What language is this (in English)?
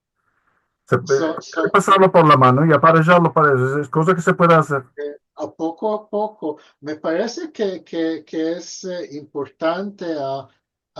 Ladino